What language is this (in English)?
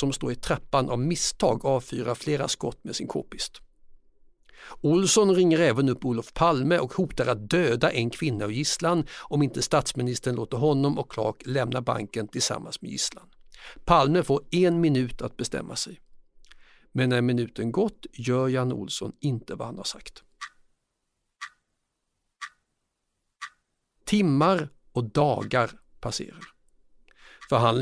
Swedish